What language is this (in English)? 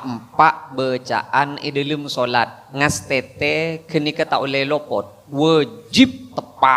Madurese